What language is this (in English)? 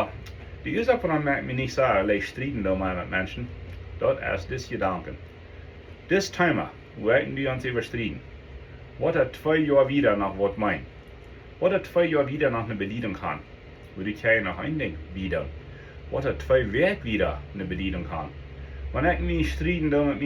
Plautdietsch